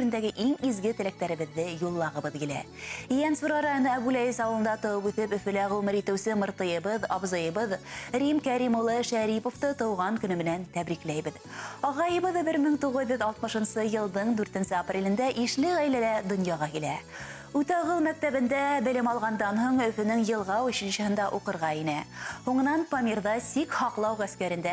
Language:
Bashkir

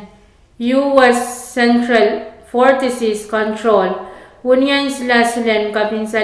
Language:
Pohnpeian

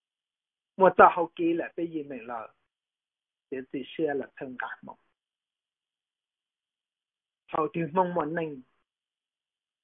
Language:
Vietnamese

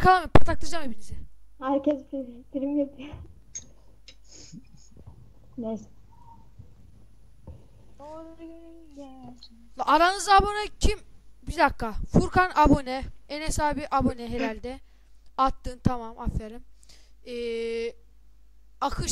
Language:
Turkish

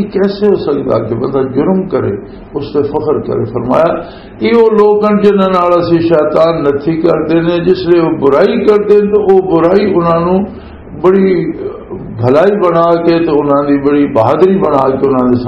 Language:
Western Panjabi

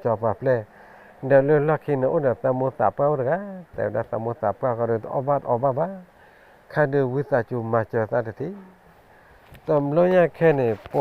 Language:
S'gaw Karen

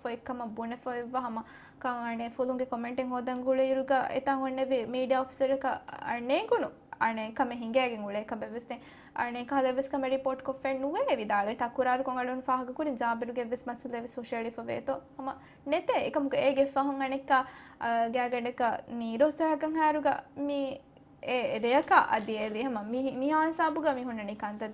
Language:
Divehi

